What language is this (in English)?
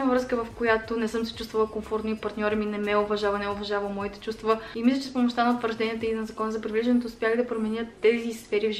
Bulgarian